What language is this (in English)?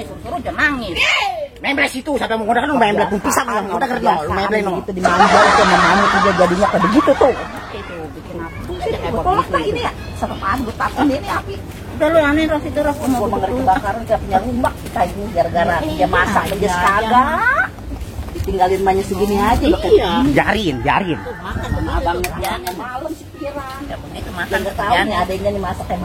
Betawi